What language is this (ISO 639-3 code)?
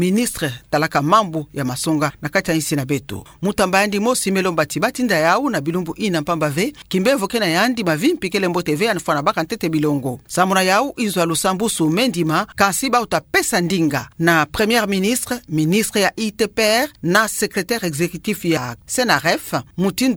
ktu